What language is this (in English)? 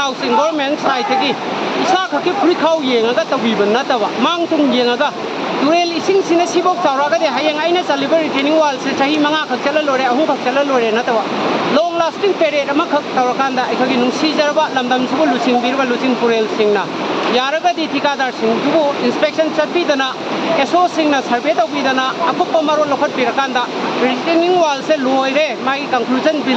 Manipuri